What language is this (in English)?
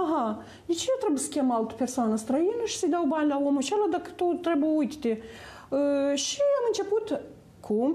Romanian